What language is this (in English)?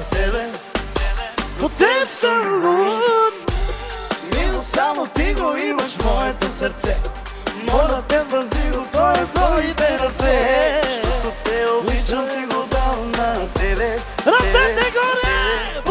Bulgarian